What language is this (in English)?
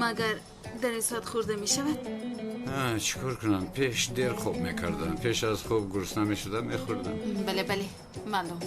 Tajik